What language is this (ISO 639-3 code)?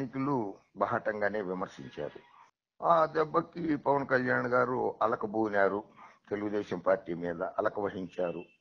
tel